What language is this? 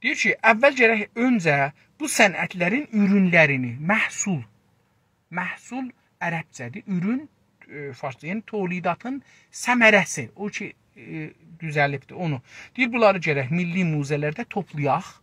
South Azerbaijani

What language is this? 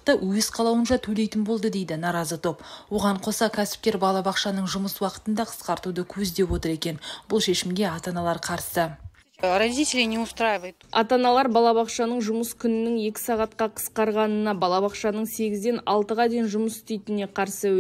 Kazakh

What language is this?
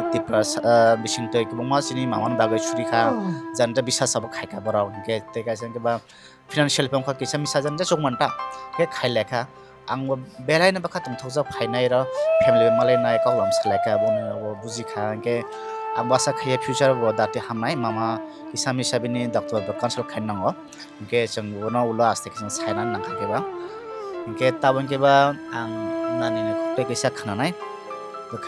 Kok Borok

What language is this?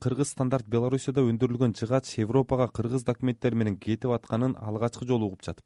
Kyrgyz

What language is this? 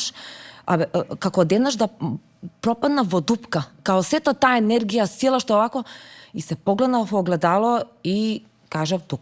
Macedonian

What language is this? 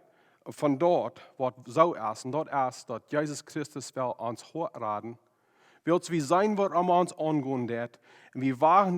Plautdietsch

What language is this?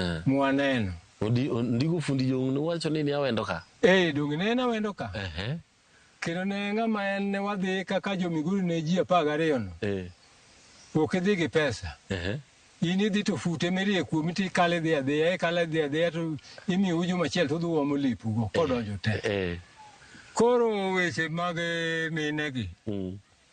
Luo (Kenya and Tanzania)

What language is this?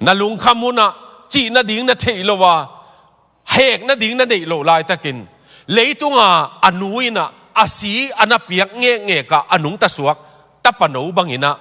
Tedim Chin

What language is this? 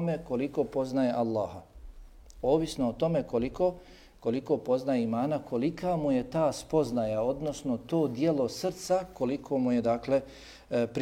Bosnian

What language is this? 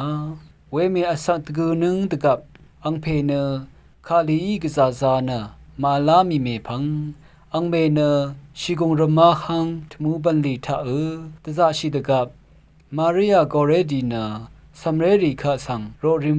Rawang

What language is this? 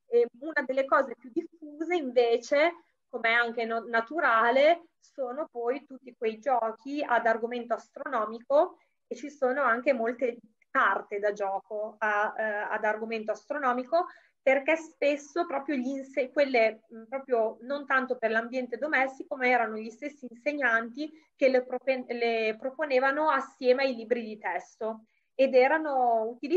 Italian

